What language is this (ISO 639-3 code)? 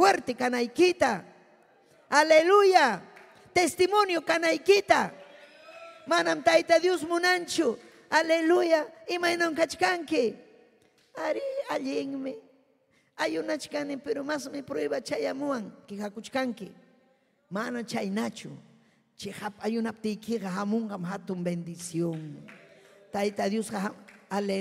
quy